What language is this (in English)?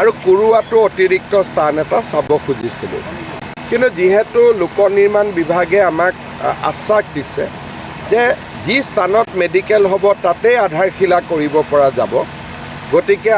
Assamese